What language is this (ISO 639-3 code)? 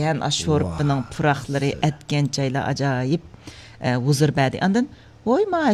uig